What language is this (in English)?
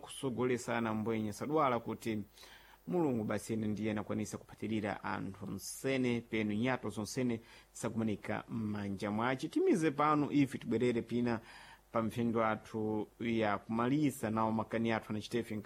Sena